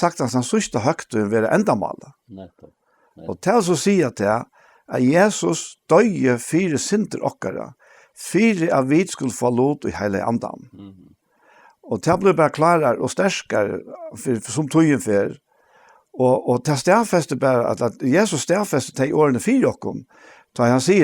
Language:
Faroese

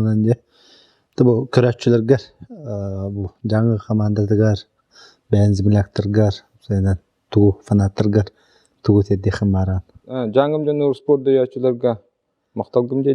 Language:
Yakut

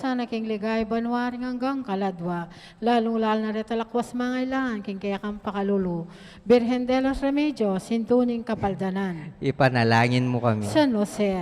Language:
Pampanga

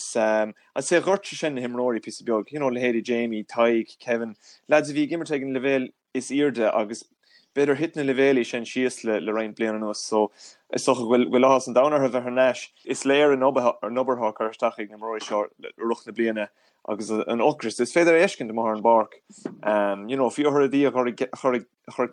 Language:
Irish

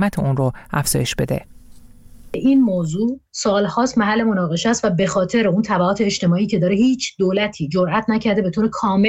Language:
Persian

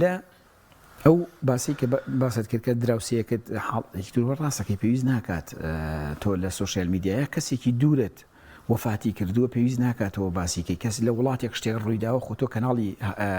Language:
Central Kurdish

